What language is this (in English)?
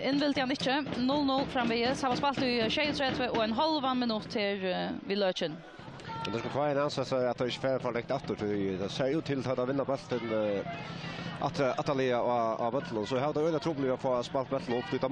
Faroese